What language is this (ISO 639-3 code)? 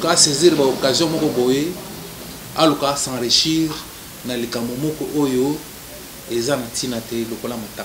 lin